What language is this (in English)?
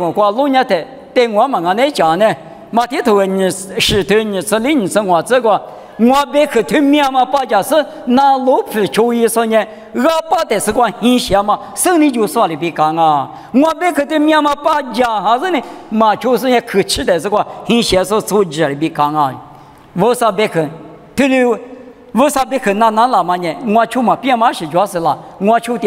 Lisu